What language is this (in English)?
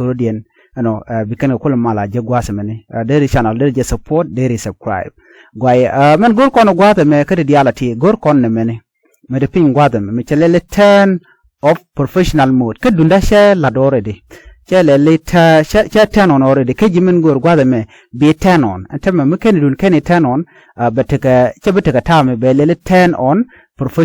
Nuer